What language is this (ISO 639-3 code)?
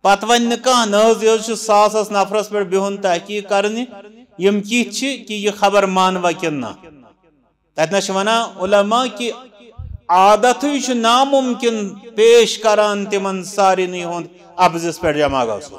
kas